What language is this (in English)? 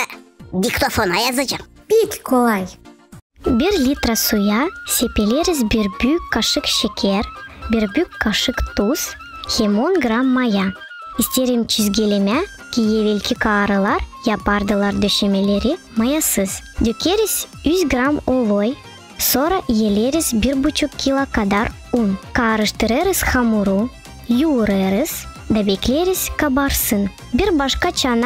Gagauz